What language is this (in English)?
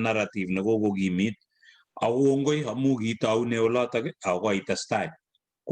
Kalenjin